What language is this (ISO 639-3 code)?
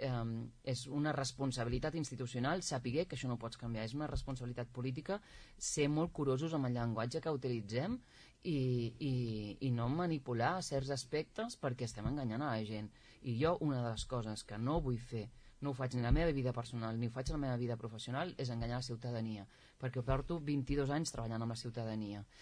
cat